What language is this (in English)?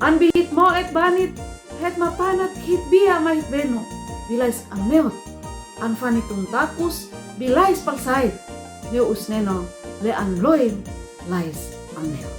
Uab Meto